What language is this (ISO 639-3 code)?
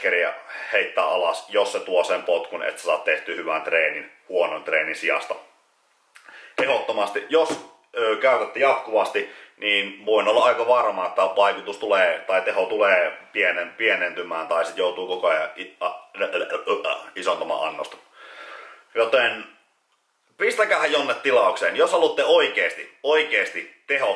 fin